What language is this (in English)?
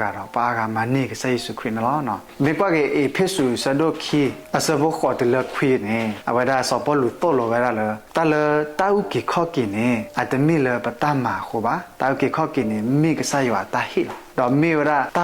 S'gaw Karen